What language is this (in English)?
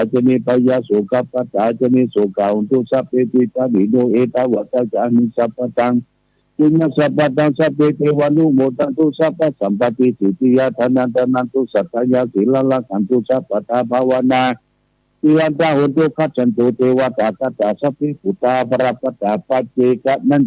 Pali